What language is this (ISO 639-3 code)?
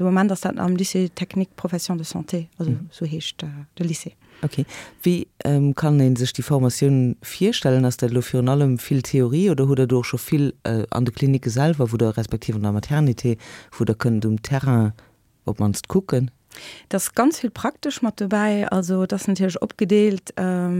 ltz